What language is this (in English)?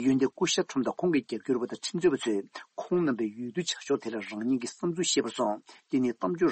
Tibetan